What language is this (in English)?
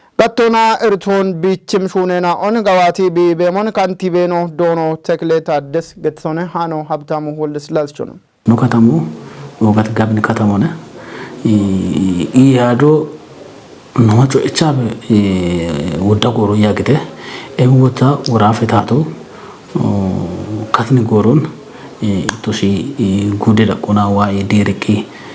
Kafa